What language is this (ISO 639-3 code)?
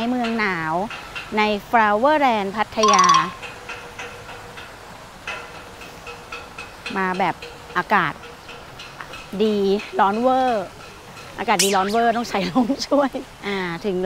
tha